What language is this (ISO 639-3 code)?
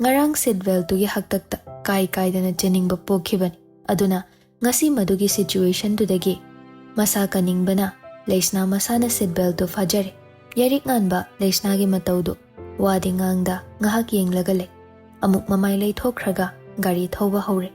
mni